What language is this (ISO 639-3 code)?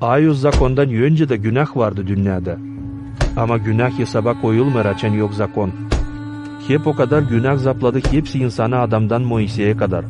gag